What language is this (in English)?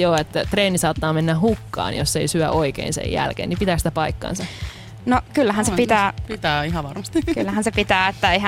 Finnish